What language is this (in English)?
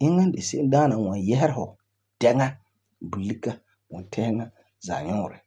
Frafra